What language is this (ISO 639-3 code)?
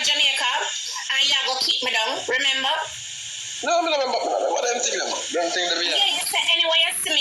jam